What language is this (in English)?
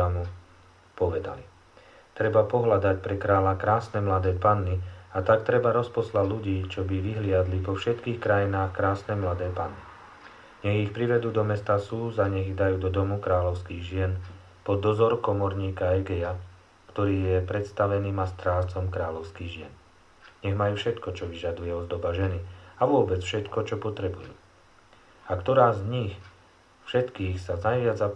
Slovak